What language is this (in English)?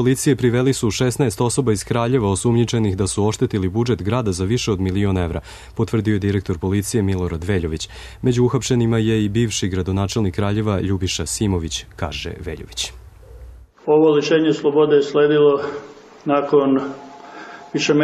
Serbian